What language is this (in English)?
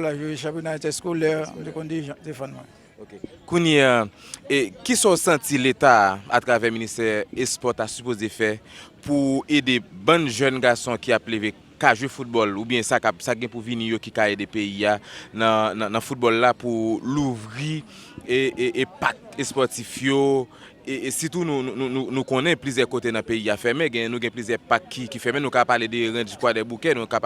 Haitian Creole